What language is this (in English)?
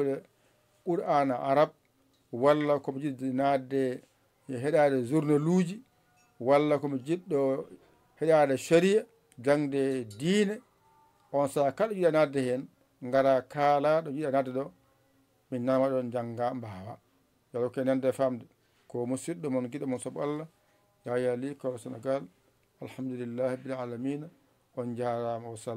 Fula